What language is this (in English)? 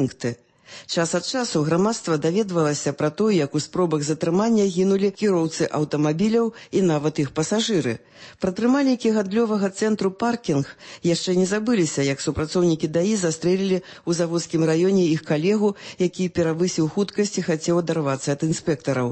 Belarusian